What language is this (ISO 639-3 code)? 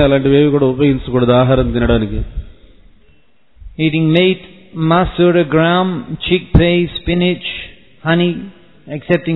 tel